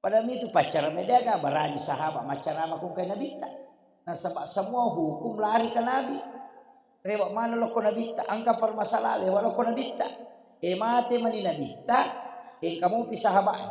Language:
Buginese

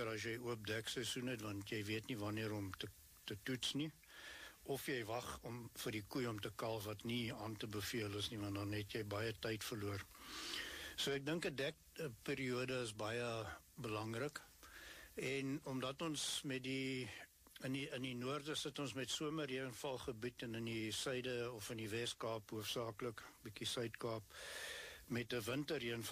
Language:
Afrikaans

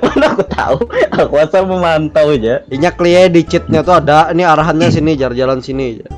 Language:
Banjar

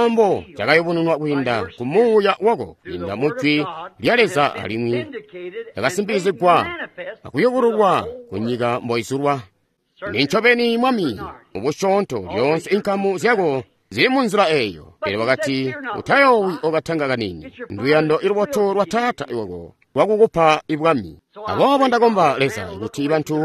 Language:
Tonga (Zambia)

